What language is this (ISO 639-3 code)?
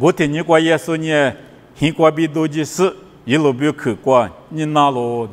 lis